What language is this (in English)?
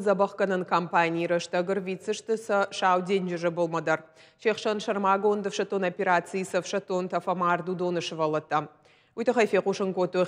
Ossetic